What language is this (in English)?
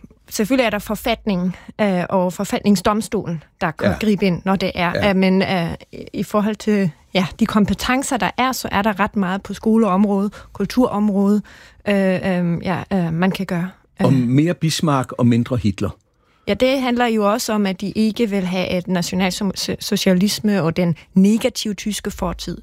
Danish